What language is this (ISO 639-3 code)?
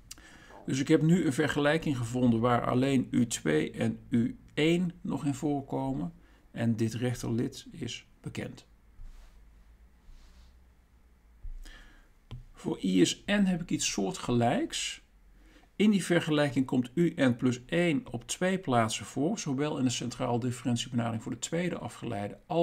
nld